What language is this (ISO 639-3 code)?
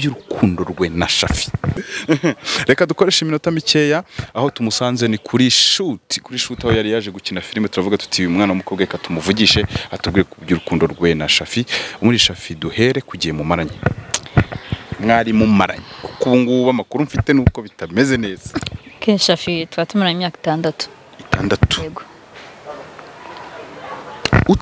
kin